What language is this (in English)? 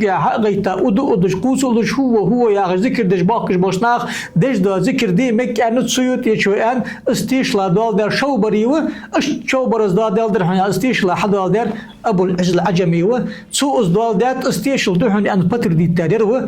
Ingush